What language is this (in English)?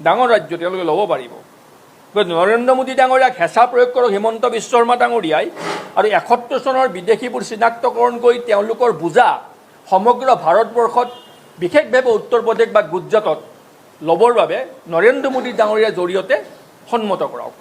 Assamese